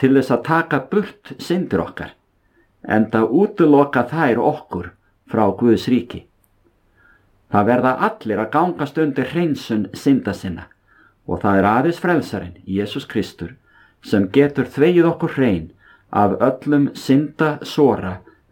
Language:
Icelandic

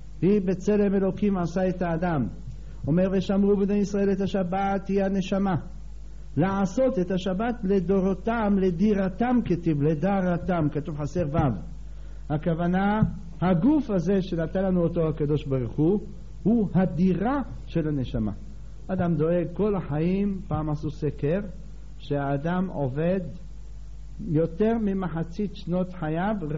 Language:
Hebrew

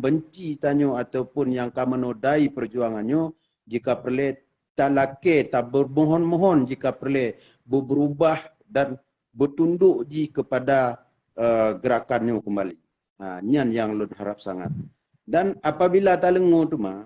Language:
Achinese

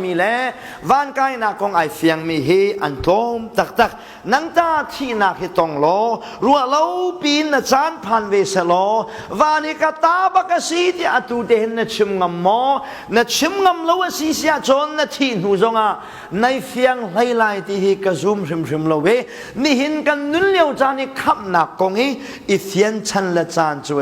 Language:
Hakha Chin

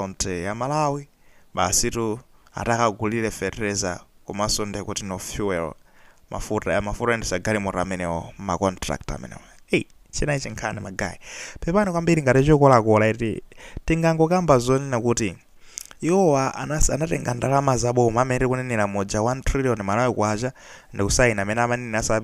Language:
Nyanja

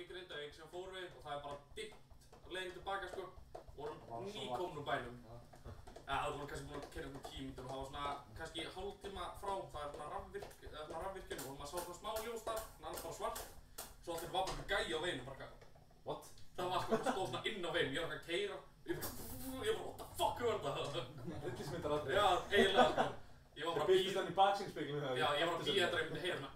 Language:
Icelandic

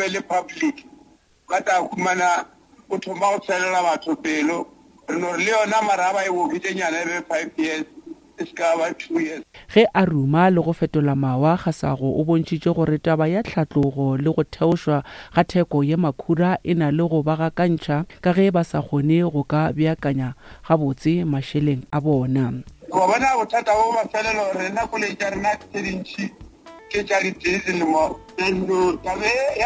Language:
Northern Sotho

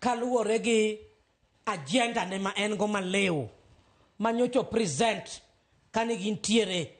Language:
Luo (Kenya and Tanzania)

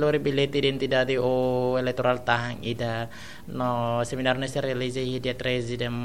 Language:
Tetum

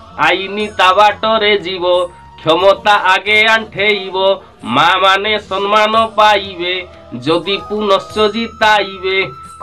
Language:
Odia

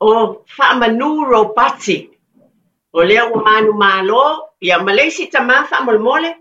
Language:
Samoan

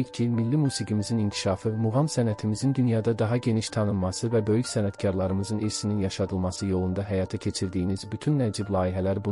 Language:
Azerbaijani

